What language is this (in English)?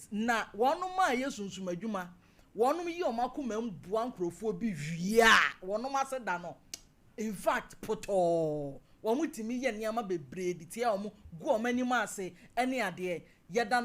Akan